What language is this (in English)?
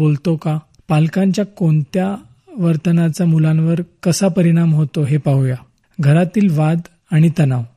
Marathi